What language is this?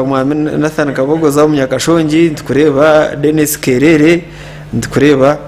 Nyankole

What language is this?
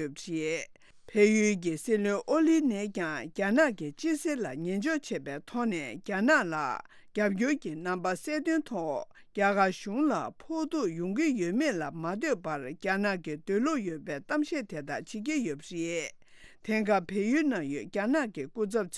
Tibetan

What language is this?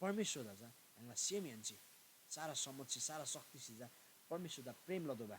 Eastern Tamang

